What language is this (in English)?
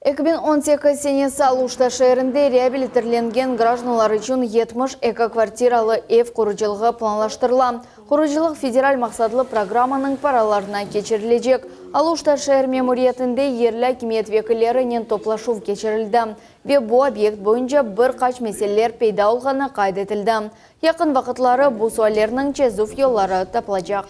Crimean Tatar